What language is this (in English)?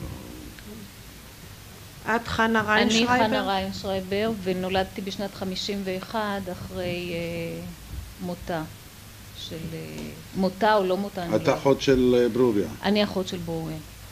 Hebrew